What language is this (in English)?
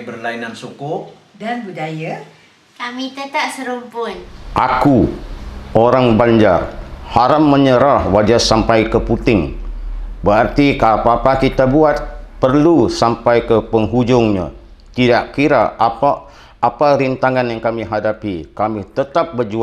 Banjar